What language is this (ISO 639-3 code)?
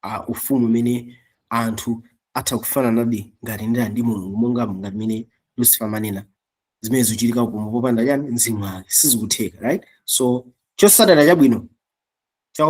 nya